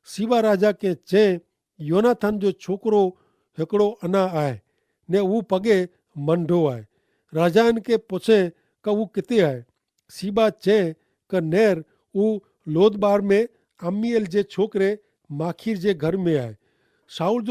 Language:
Kachhi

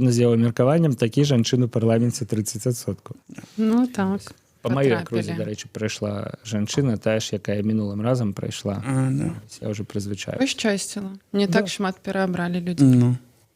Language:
Belarusian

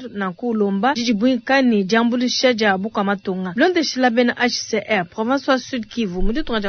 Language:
Luba-Lulua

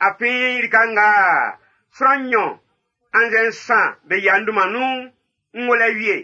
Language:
Baoulé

